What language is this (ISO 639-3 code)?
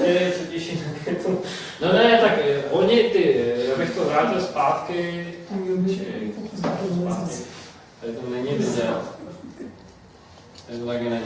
ces